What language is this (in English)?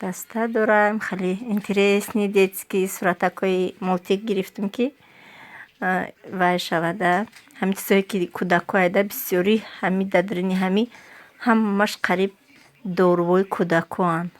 Tajik